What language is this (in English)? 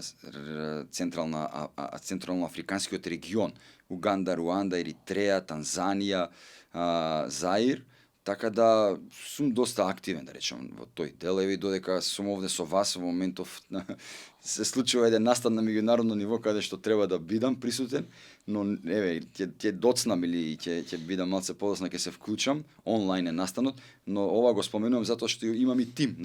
Macedonian